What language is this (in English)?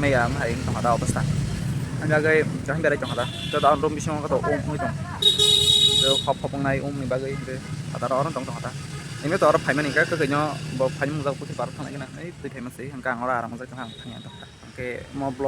Kok Borok